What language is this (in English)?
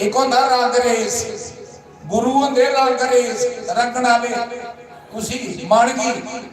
Dogri